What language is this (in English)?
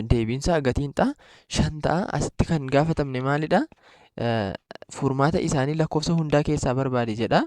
Oromo